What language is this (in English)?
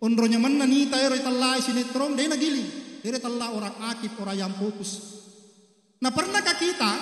Buginese